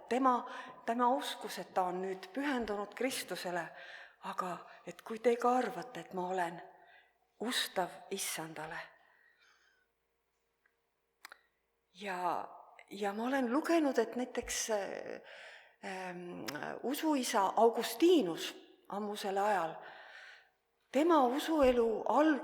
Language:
Estonian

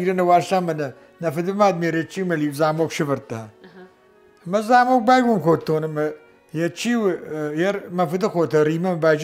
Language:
Ossetic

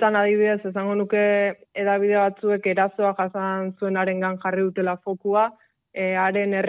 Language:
Basque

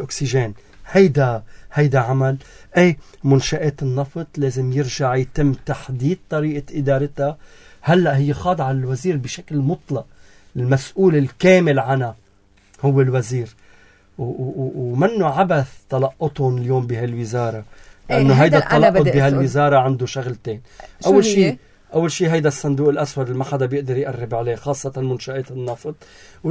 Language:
North Levantine Arabic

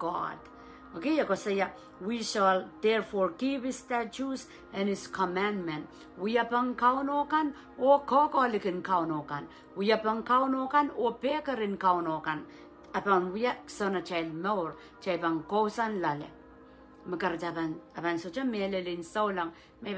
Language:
Pohnpeian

